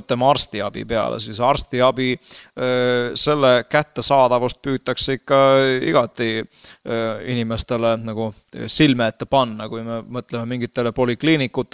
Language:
Estonian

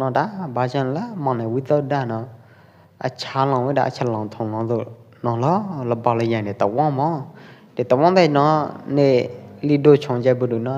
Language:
Pwo Eastern Karen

